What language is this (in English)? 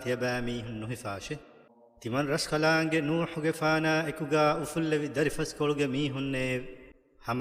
Divehi